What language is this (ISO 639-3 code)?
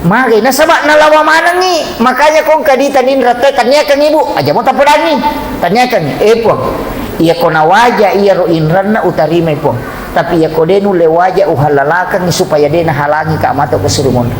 bug